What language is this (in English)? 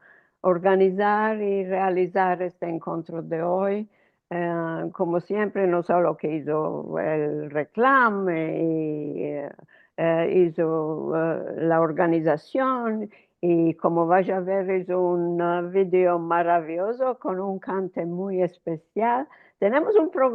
Ladino